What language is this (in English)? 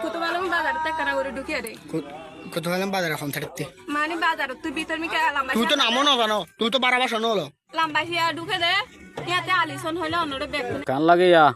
Rohingya